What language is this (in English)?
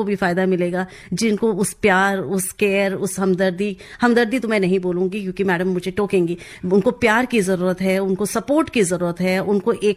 Hindi